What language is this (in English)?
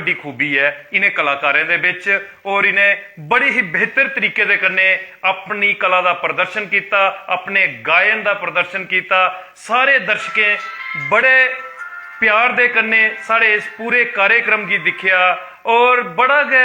Dogri